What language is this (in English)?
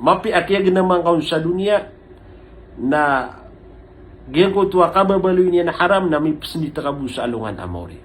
Maranao